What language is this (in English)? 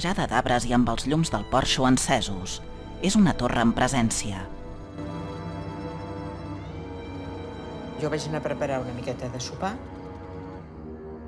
Catalan